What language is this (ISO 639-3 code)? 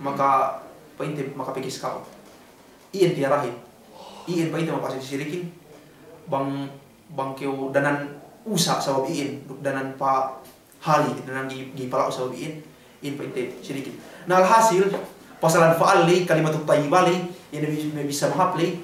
yka